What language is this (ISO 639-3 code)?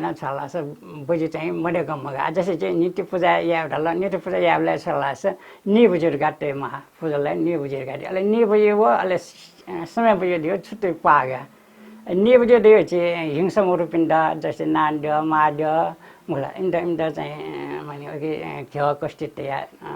new